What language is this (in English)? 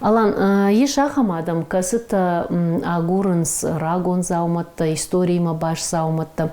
Ossetic